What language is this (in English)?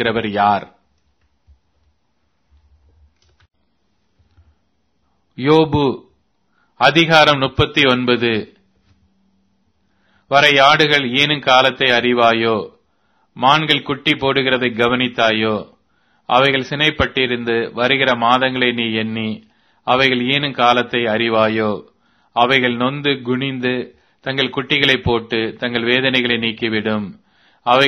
Tamil